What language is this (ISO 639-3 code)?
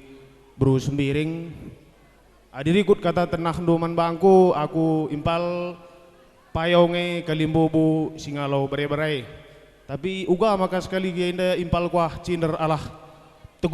btx